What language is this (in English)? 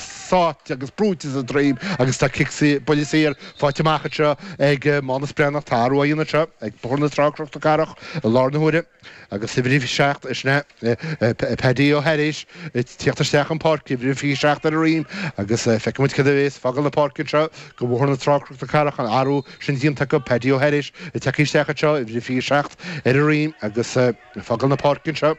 Irish